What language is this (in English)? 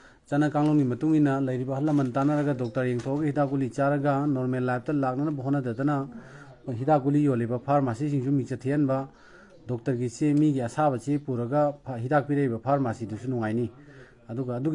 Manipuri